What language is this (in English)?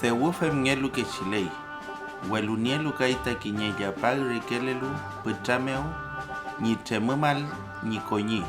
Mapuche